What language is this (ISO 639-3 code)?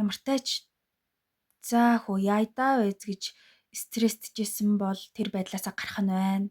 mon